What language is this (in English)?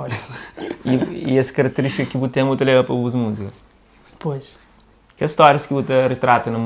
Kabuverdianu